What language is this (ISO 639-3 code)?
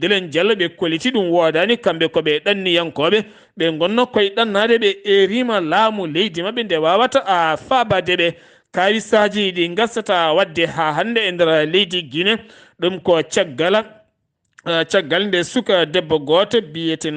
ful